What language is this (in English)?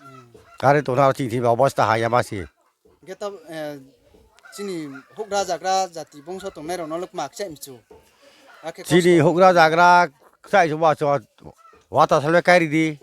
Riang (India)